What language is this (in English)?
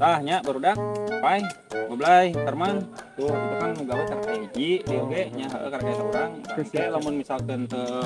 Sundanese